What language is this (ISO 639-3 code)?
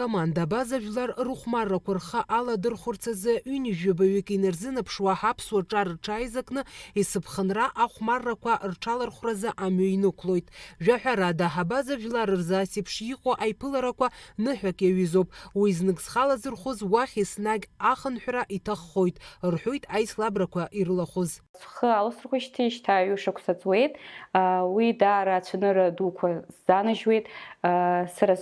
abk